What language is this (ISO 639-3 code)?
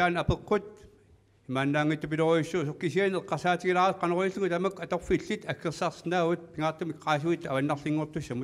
kal